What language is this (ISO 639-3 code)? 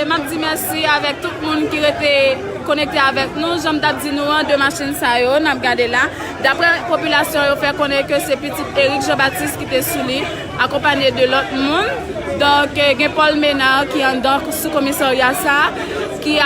hat